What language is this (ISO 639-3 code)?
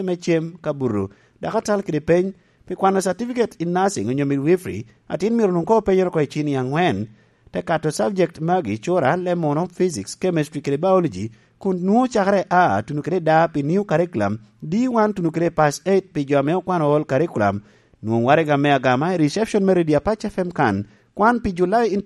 laj